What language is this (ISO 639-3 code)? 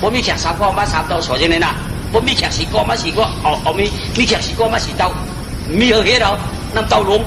shn